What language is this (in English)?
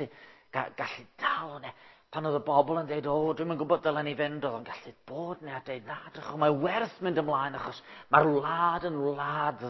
Welsh